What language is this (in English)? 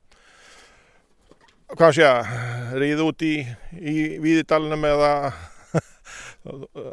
Icelandic